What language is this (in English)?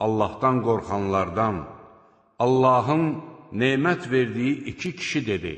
Azerbaijani